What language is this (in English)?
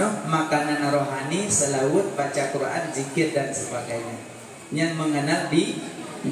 Achinese